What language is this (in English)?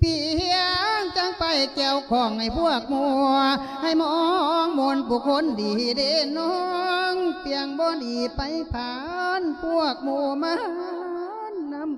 Lao